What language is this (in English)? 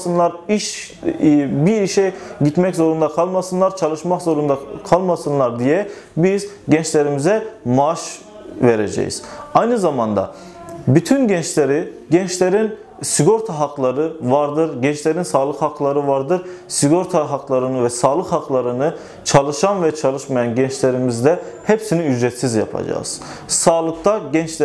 Turkish